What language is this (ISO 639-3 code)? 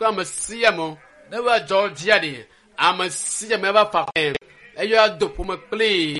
ewe